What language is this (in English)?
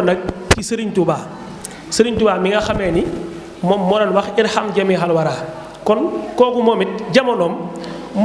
Wolof